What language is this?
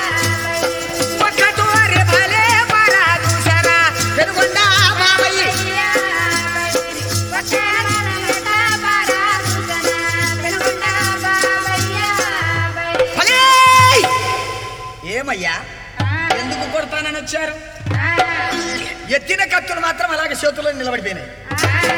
Telugu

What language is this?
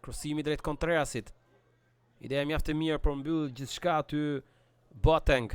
Albanian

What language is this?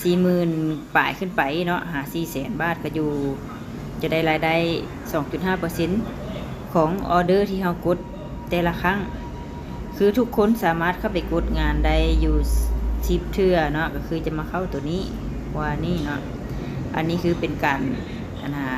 Lao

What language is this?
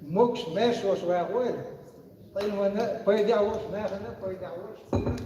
Chechen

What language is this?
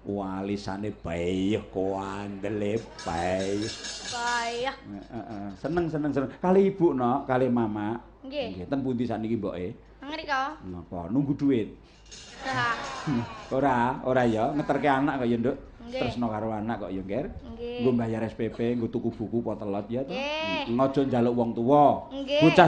Javanese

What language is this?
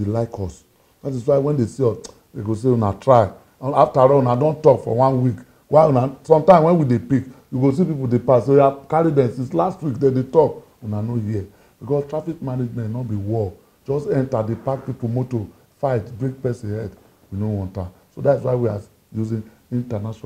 Nigerian Pidgin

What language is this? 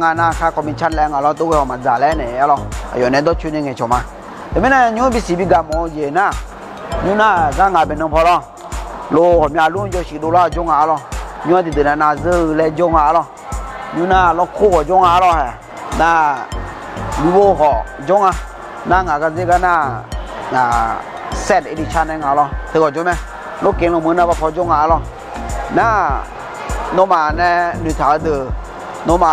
Akha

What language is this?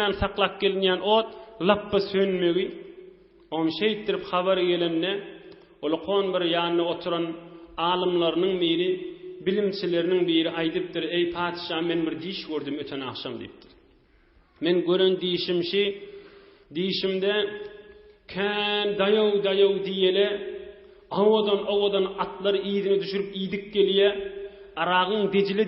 Turkmen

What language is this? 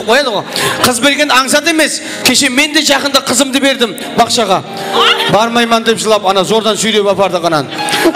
Kara-Kalpak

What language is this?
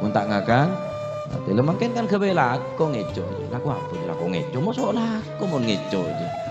Madurese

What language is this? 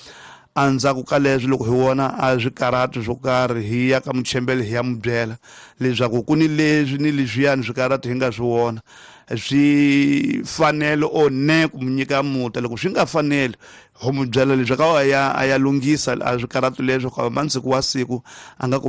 Tsonga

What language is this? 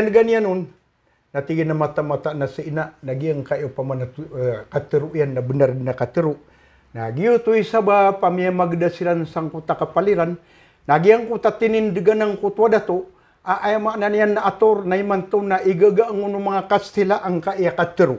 Maranao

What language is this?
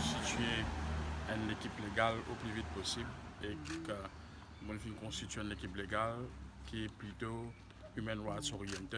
Morisyen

